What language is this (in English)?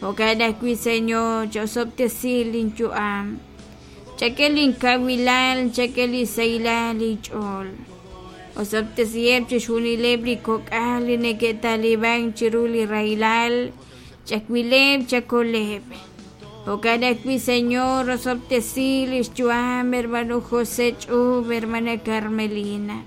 Kekchí